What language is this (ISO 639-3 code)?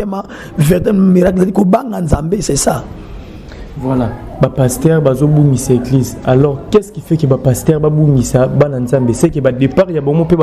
lin